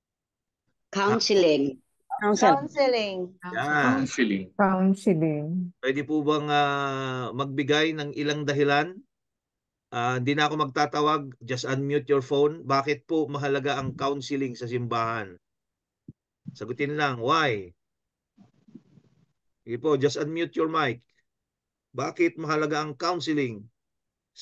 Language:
Filipino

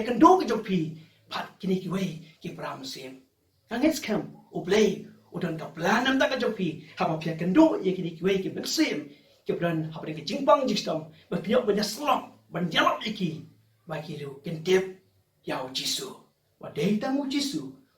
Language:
Khasi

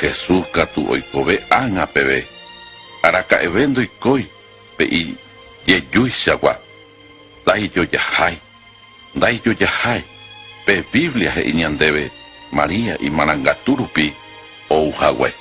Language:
Guarani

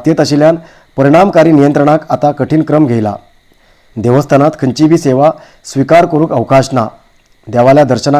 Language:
Konkani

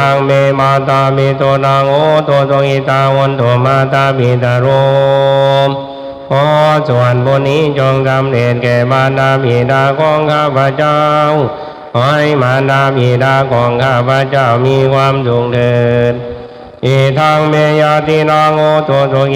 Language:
Pali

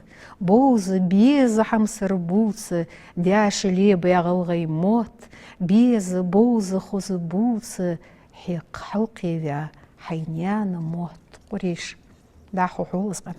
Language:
Ingush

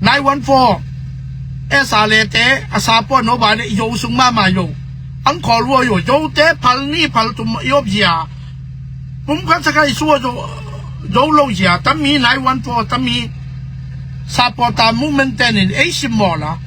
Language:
Tedim Chin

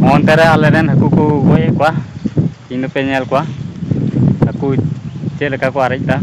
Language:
Santali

